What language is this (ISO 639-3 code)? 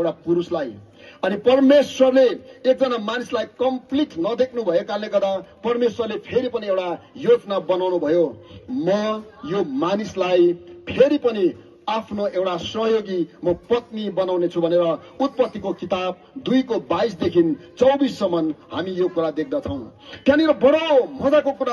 nep